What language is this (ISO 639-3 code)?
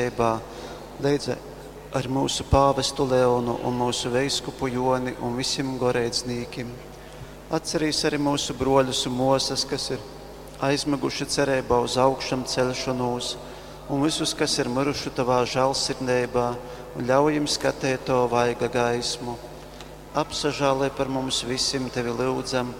ltg